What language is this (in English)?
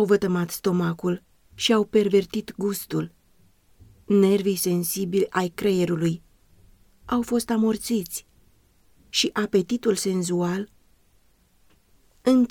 Romanian